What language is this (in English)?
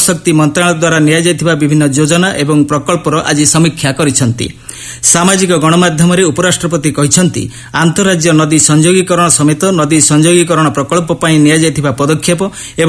Odia